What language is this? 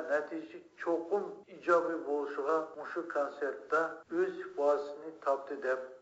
Uyghur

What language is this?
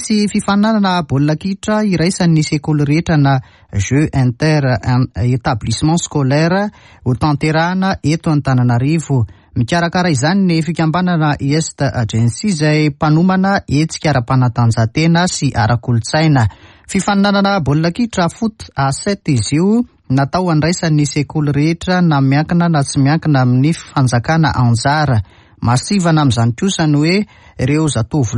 Malagasy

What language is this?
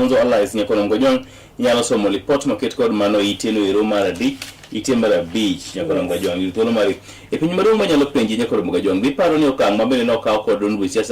Luo (Kenya and Tanzania)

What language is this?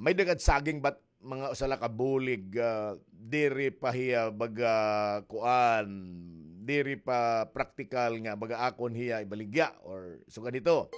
Waray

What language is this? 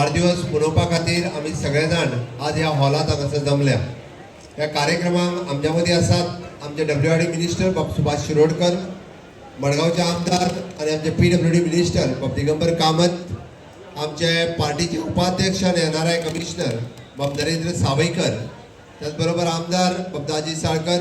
Konkani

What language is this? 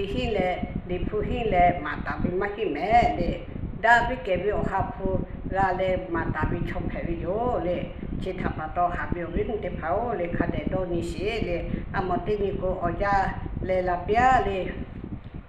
Lahu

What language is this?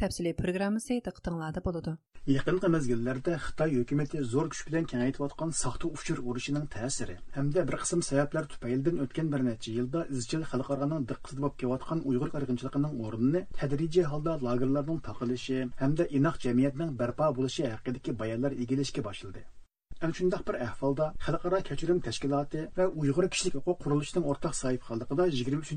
Uyghur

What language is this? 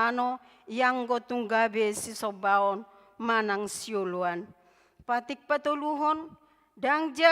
Batak Toba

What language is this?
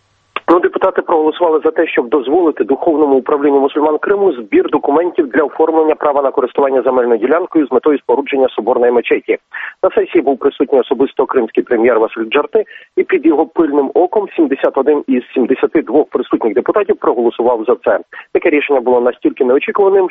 Ukrainian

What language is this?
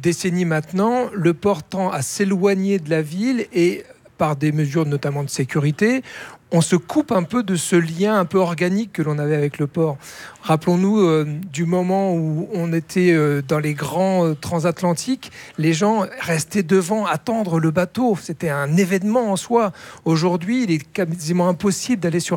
French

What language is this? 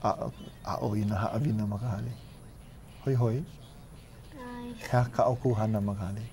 Hawaiian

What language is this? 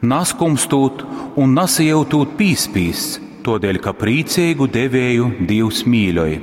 Latgalian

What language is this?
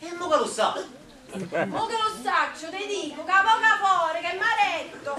Neapolitan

